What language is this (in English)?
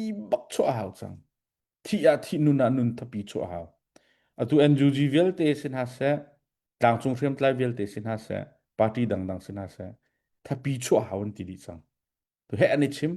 Hakha Chin